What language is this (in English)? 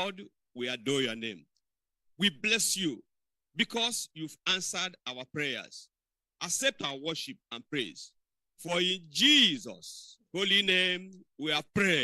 Ewe